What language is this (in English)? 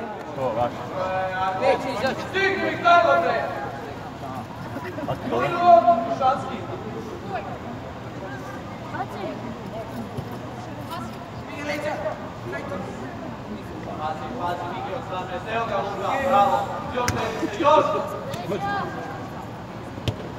Serbian